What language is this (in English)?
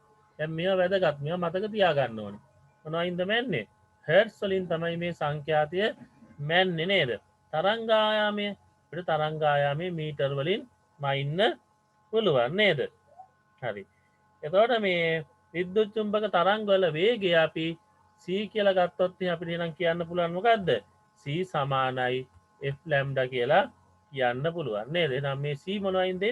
Sinhala